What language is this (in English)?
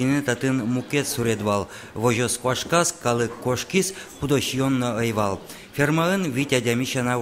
Udmurt